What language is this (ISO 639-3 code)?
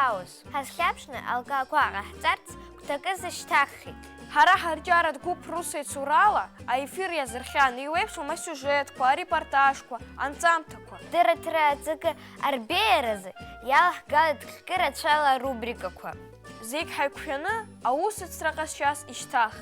abk